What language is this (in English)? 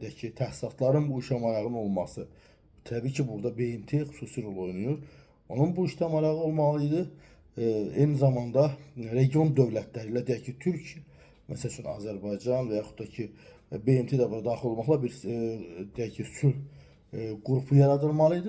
Azerbaijani